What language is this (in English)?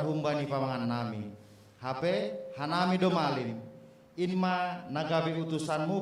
Batak Simalungun